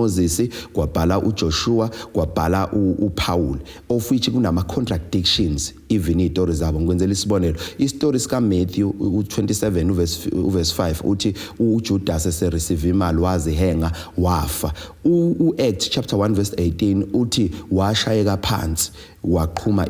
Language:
Zulu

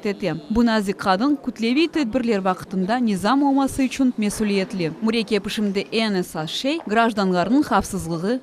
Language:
Crimean Tatar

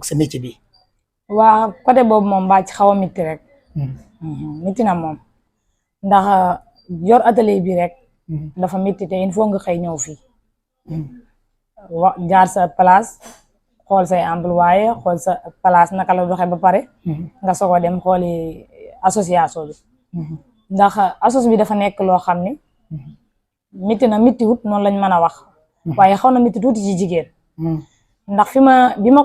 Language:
Wolof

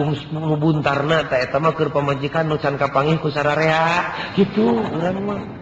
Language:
Sundanese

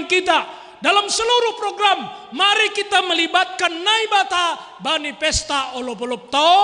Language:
Batak Simalungun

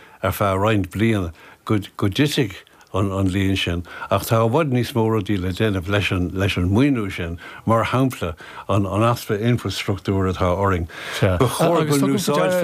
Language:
Irish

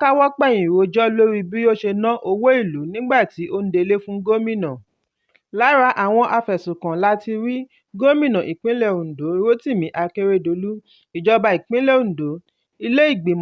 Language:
Yoruba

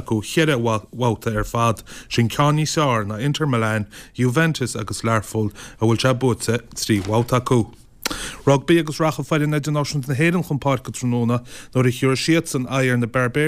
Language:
Irish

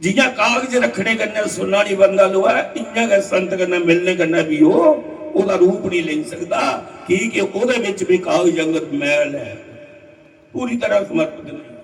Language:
Dogri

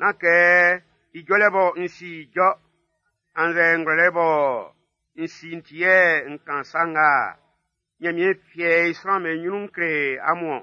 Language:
Baoulé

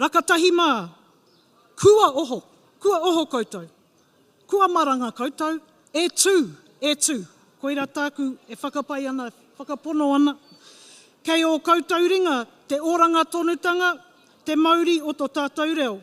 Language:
Māori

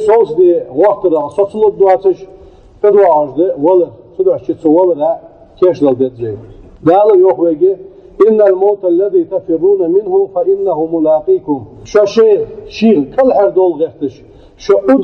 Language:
Ingush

